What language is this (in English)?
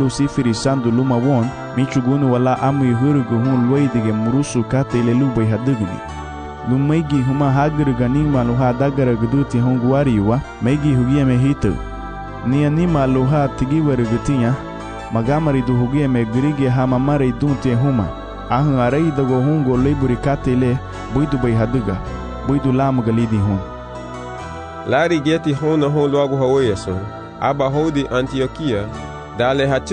Garifuna